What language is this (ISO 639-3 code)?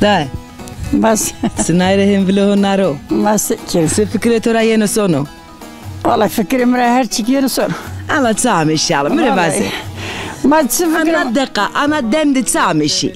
zza